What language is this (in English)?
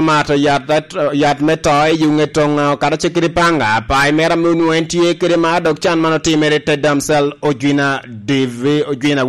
Lango (Uganda)